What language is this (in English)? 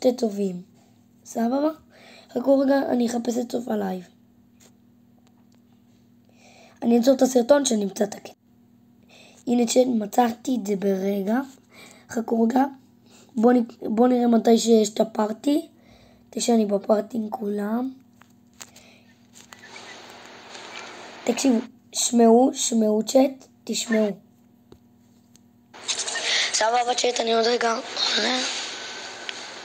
Hebrew